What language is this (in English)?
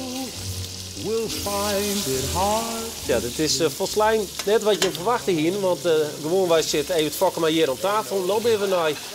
Western Frisian